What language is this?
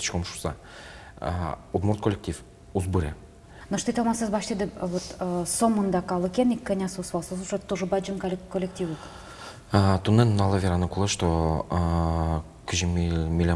Udmurt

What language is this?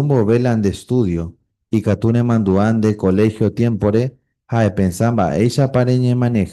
Guarani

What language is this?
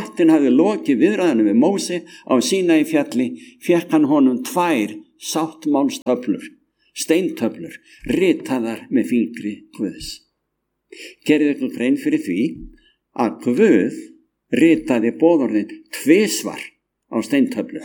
Icelandic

